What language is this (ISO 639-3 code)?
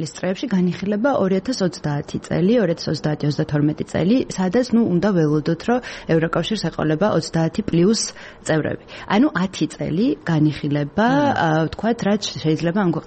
kat